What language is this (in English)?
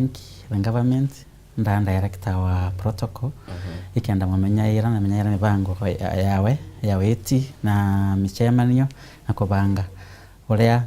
Meru